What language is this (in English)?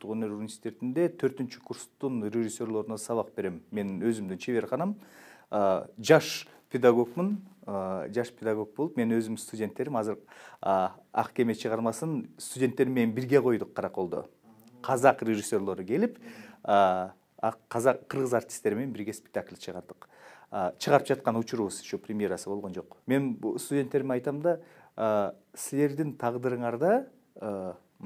Kyrgyz